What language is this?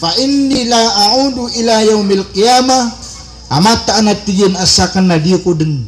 Maranao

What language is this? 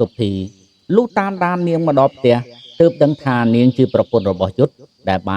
Khmer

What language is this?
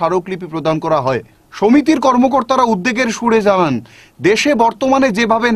Bangla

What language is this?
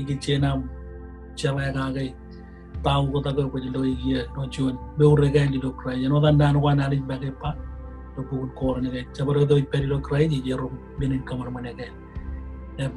Marshallese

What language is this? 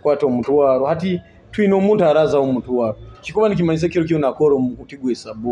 Nyoro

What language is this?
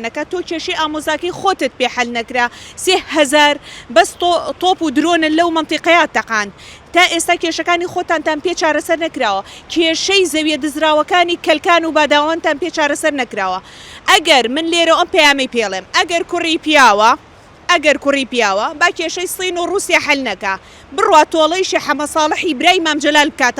Central Kurdish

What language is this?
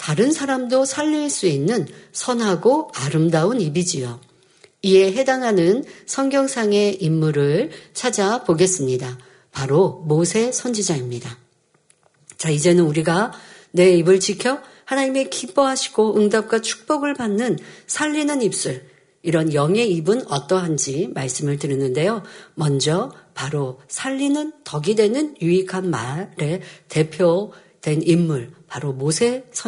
Korean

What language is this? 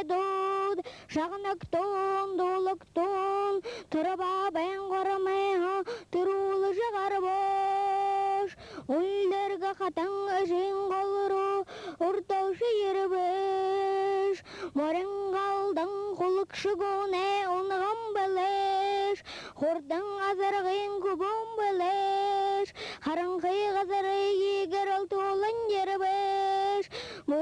Buriat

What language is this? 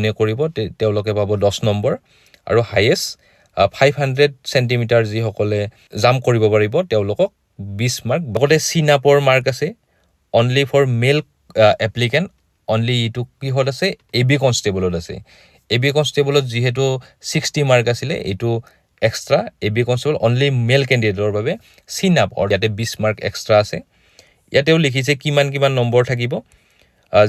Assamese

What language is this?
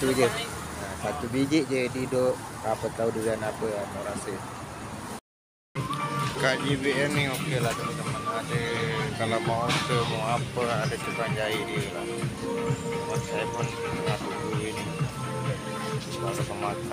Malay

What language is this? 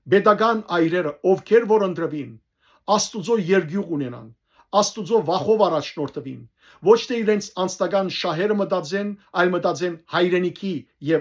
Western Armenian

